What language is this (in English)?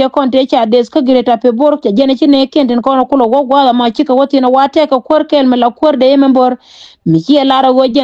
Nuer